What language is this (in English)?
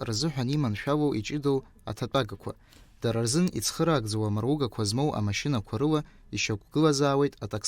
Abkhazian